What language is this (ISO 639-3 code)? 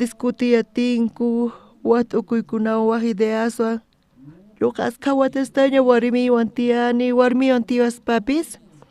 quh